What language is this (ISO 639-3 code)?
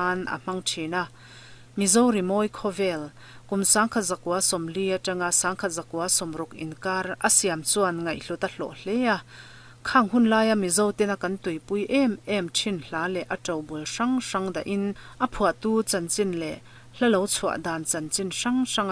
lus